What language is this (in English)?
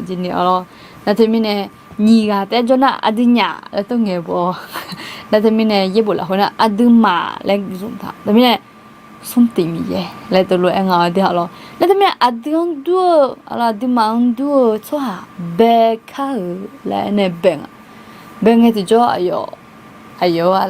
Akha